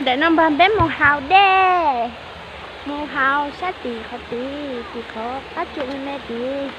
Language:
Hmong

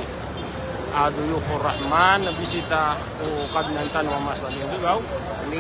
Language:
Maranao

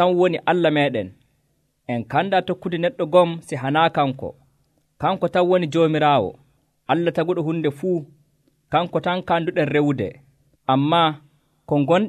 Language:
Nigerian Fulfulde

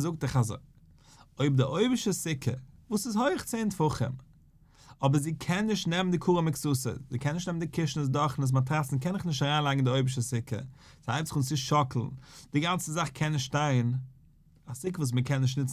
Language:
Yiddish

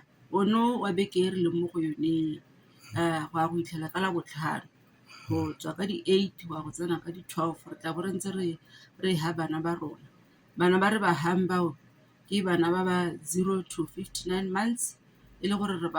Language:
Tswana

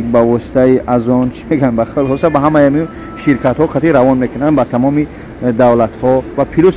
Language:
Tajik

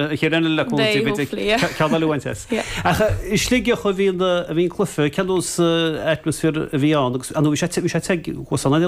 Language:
Irish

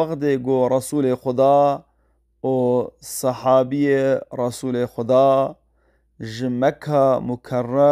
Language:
Kurdish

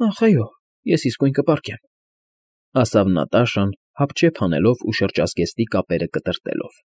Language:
Armenian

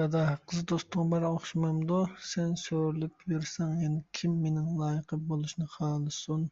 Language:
Uyghur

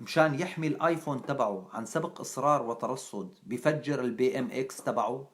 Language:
North Levantine Arabic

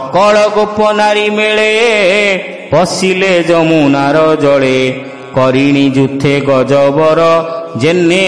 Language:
Odia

